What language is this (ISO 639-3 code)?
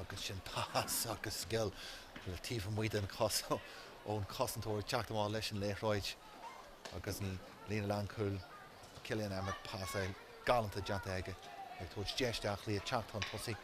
gle